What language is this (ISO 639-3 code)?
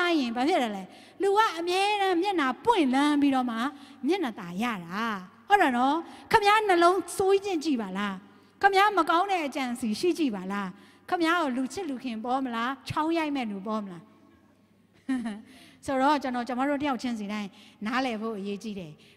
mya